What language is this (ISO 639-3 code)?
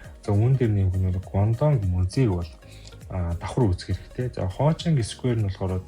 mon